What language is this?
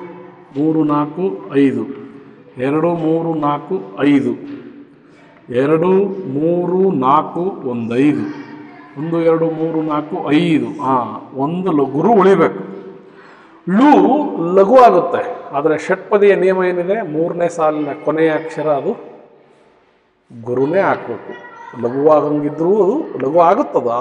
Kannada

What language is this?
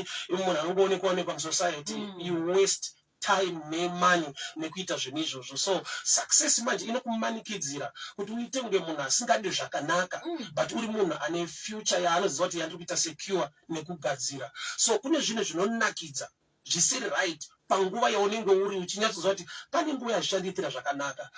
Shona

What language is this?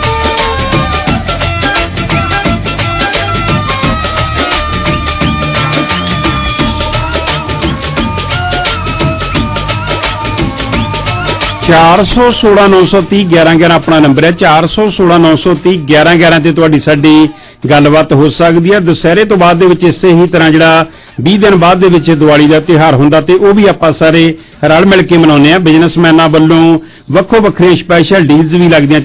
Punjabi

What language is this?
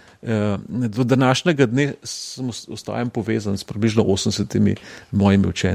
Slovenian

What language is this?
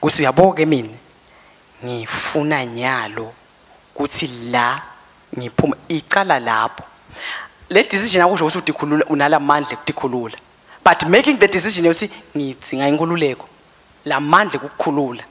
Swati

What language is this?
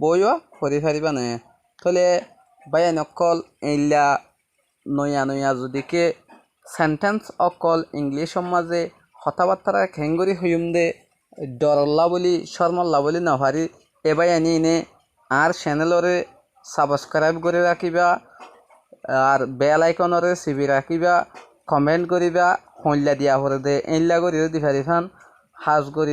Rohingya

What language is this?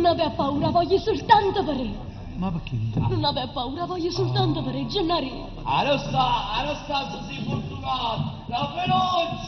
Neapolitan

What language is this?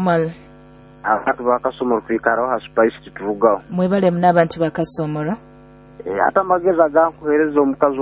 Nyoro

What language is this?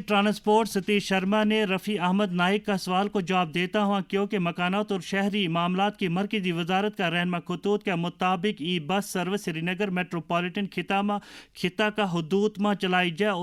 Gujari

